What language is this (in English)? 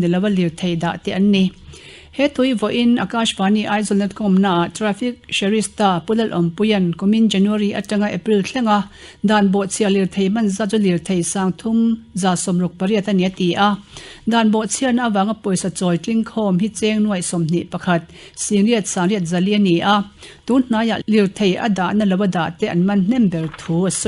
Mizo